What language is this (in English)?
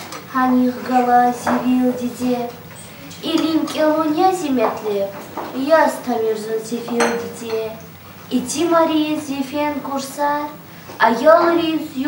Lezghian